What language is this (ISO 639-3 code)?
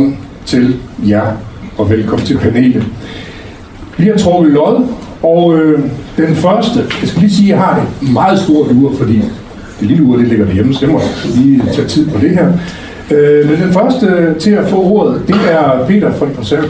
dan